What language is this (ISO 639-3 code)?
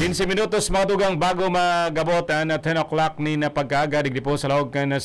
bik